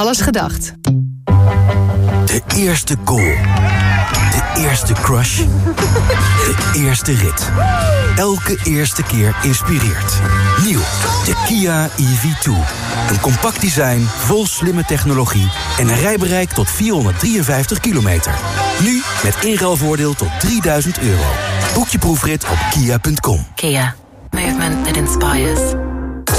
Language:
Dutch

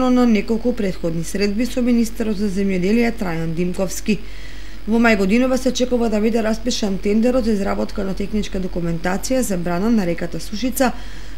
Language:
Macedonian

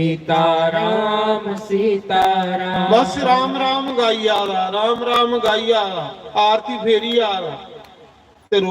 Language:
Dogri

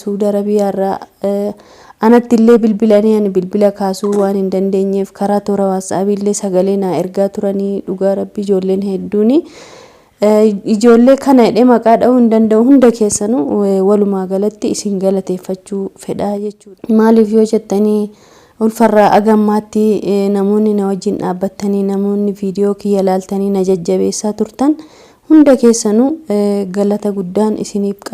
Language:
Oromo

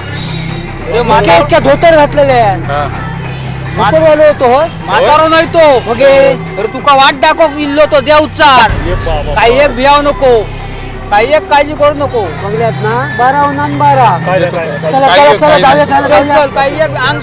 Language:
Konkani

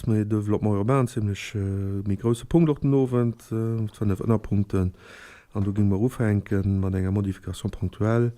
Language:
Luxembourgish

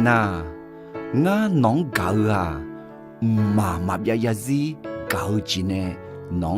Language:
Akha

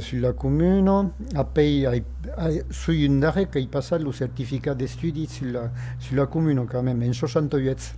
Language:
Occitan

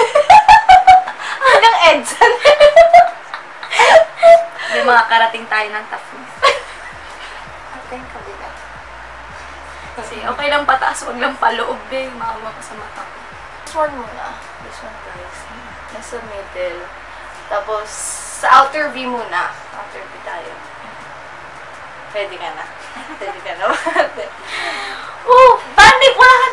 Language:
Filipino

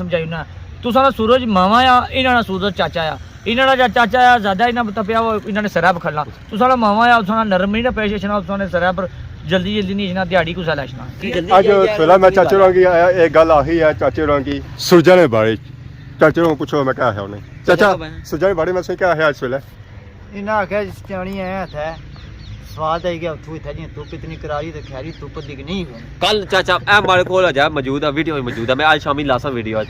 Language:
Pahari-Potwari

